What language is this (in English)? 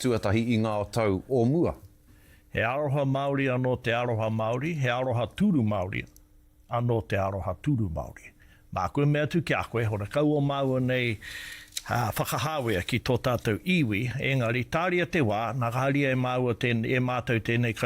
Māori